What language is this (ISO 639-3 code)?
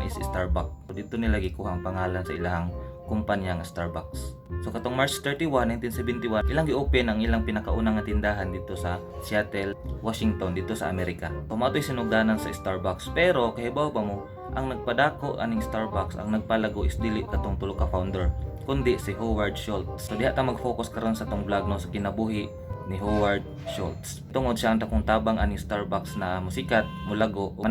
ceb